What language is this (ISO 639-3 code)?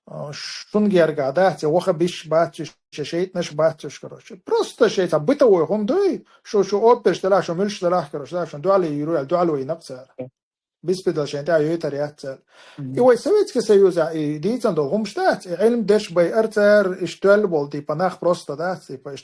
che